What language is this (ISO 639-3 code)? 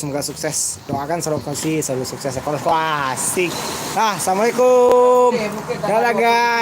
min